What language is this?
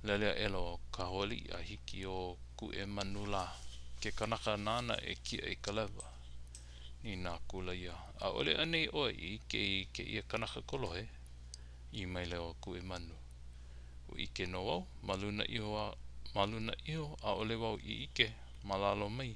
Hawaiian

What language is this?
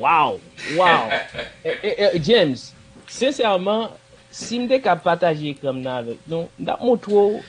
Haitian Creole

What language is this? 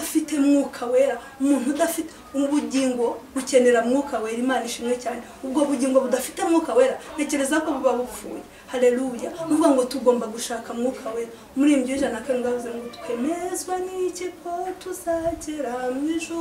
Kinyarwanda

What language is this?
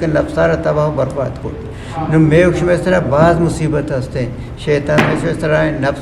Eastern Balochi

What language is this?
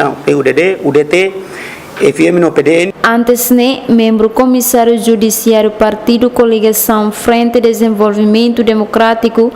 Tetum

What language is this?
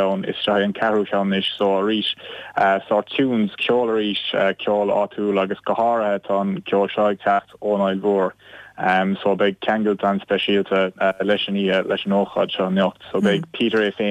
Irish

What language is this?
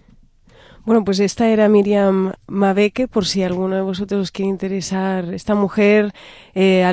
Spanish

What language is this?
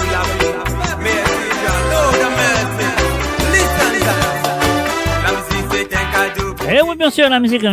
Morisyen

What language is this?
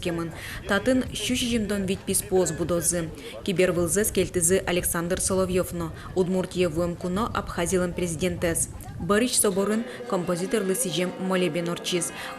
Udmurt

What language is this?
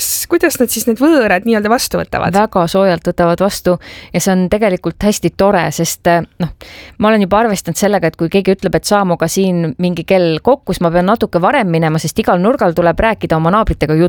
Estonian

